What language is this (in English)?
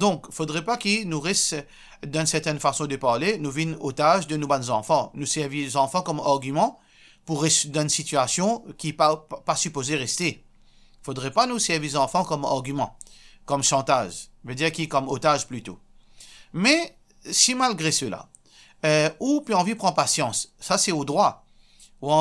Morisyen